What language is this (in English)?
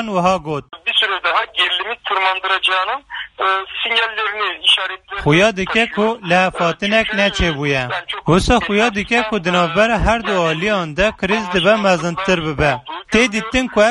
Kurdish